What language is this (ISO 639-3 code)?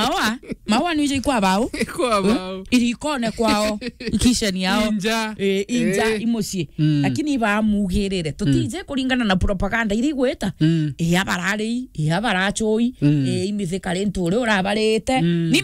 mer